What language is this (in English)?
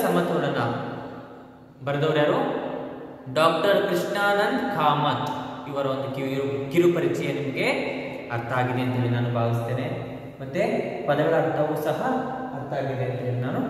Kannada